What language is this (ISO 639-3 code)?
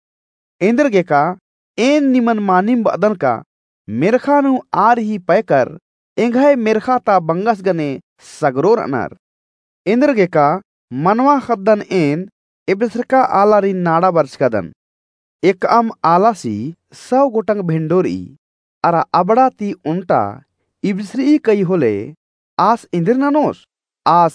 kru